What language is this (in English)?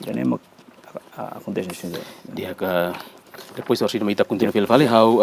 Tetum